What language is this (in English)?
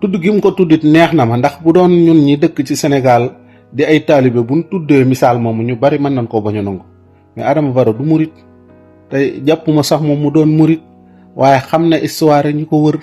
Wolof